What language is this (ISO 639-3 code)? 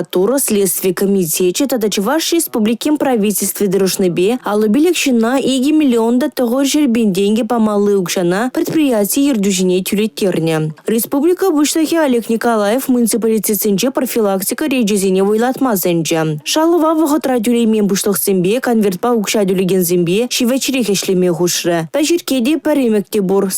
chv